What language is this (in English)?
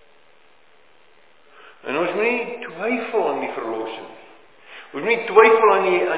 Afrikaans